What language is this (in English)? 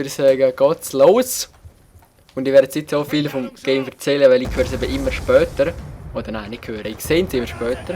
Swiss German